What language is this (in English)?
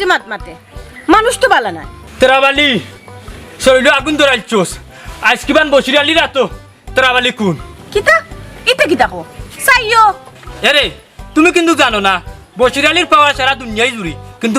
Sylheti